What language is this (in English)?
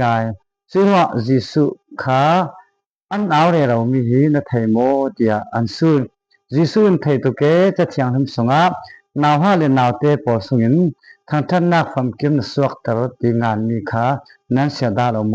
Falam Chin